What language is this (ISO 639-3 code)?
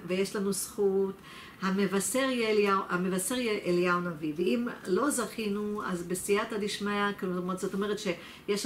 heb